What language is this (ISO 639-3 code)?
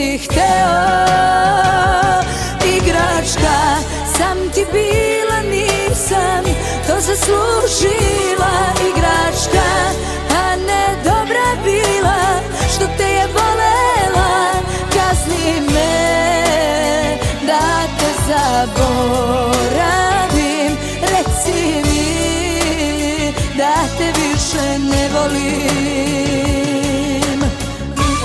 srp